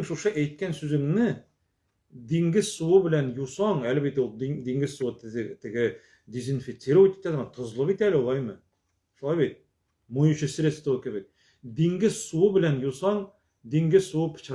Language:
Tatar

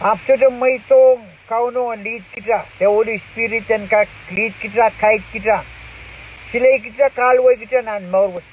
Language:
Pohnpeian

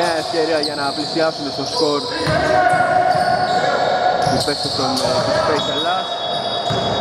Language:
Greek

